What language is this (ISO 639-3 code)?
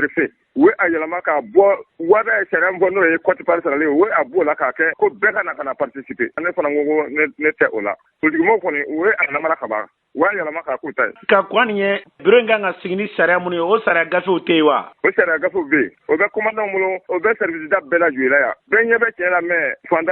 bam